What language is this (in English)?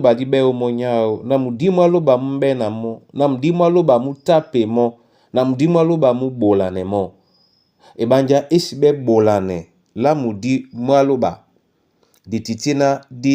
Duala